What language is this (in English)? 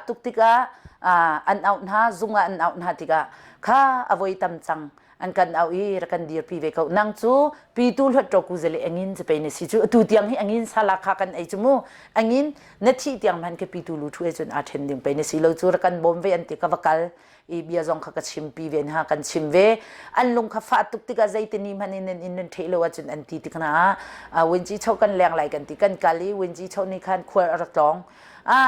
Hakha Chin